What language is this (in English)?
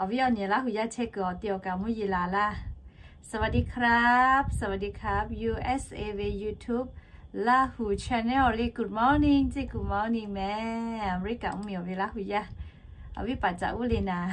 Lahu